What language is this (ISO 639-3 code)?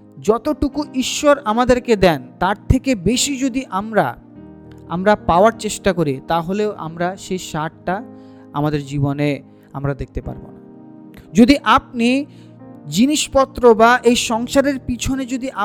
ben